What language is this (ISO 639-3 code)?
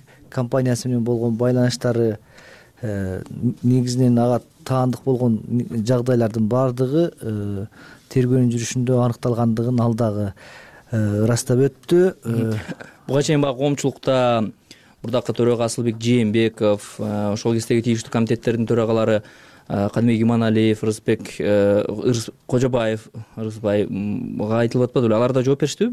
kir